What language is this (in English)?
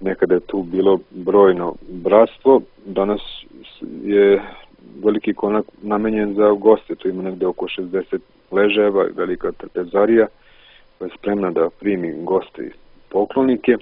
Serbian